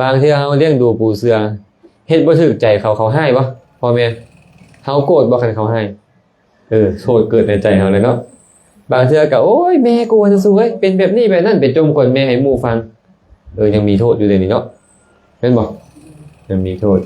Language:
Lao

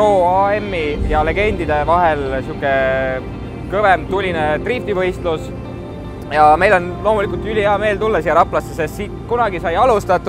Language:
Estonian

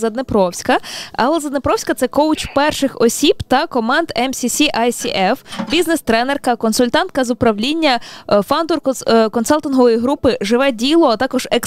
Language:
Ukrainian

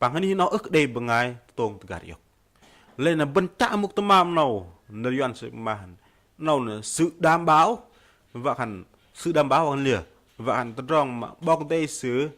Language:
Bahnar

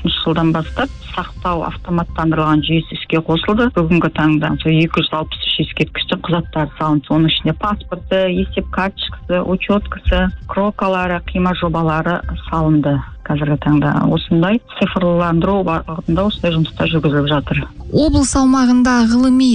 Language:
Kazakh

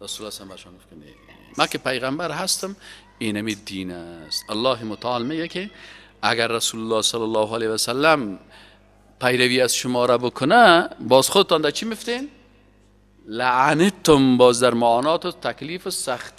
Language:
Persian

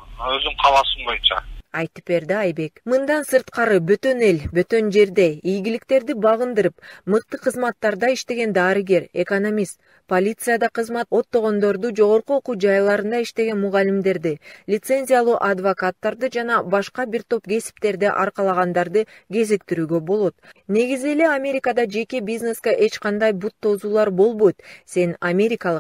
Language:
Kyrgyz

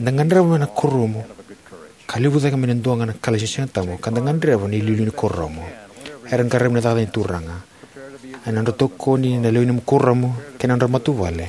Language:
Fijian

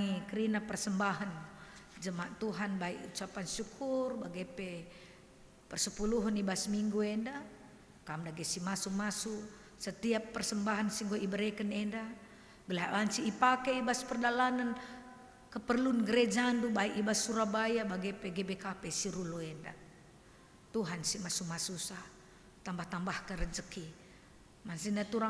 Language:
Batak Karo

